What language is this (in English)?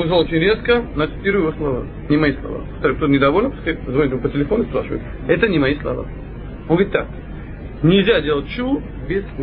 Russian